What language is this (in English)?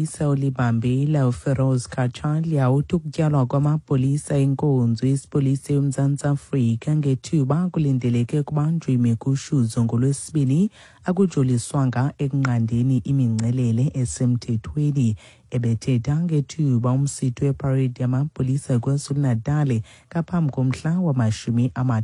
Xhosa